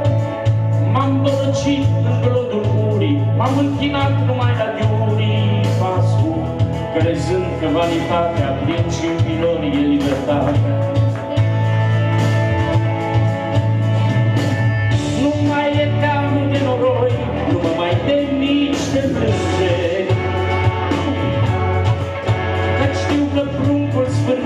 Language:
Romanian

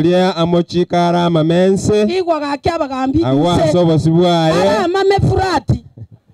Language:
Gusii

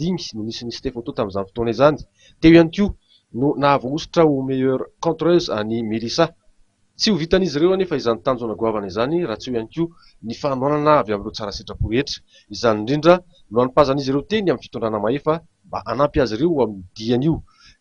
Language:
Malagasy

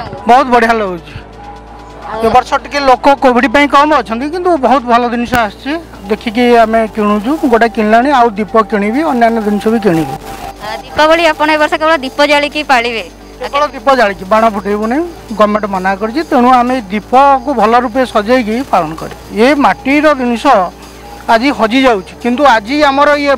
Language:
Odia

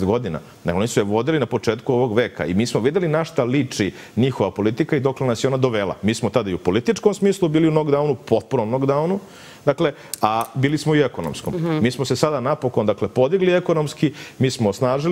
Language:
Serbian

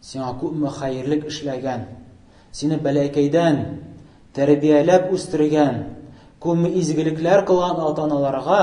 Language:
Tatar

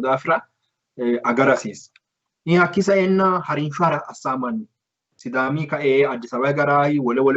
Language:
Sidamo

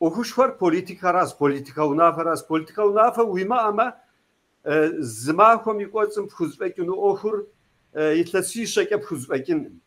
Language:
Kabardian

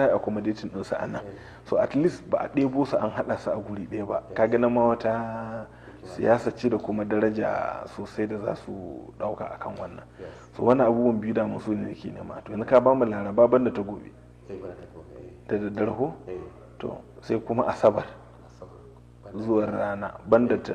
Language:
Hausa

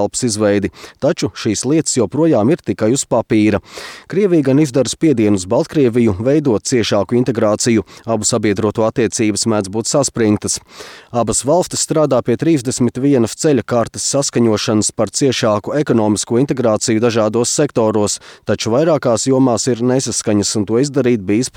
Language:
Latvian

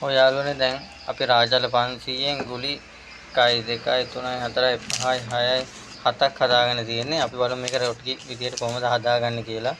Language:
Sinhala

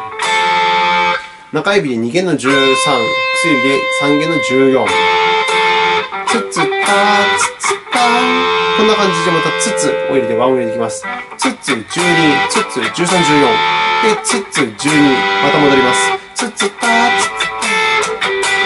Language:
Japanese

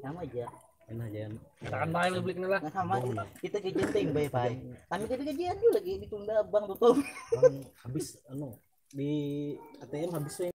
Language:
Banjar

